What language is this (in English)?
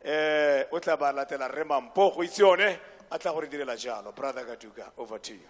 Tswana